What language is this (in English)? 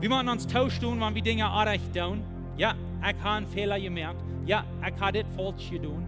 Plautdietsch